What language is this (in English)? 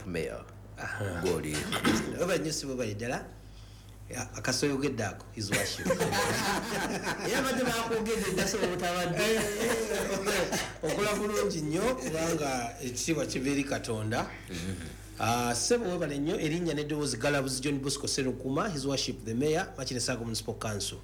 Ganda